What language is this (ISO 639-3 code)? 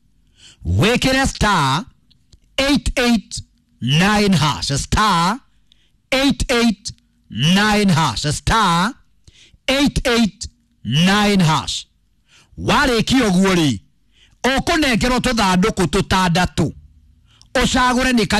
kik